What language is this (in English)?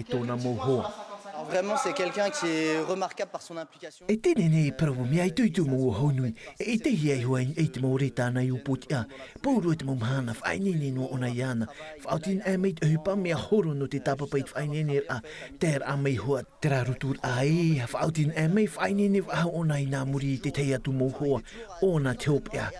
Tahitian